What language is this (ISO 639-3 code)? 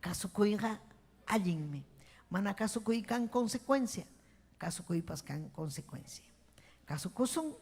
quy